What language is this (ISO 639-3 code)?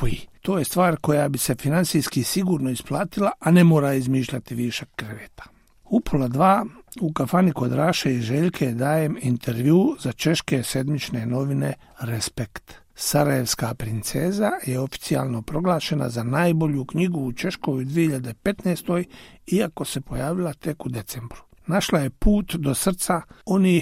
bos